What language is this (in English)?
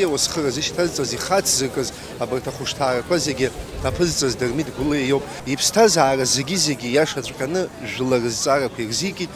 Abkhazian